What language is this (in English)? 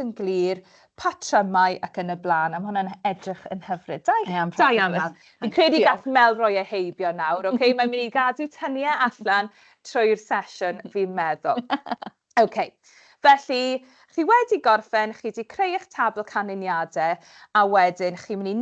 Welsh